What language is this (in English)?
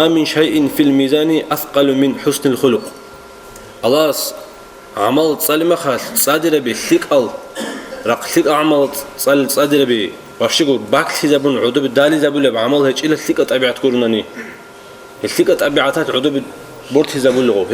Avaric